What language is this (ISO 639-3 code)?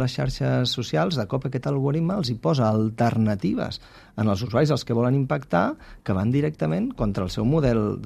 cat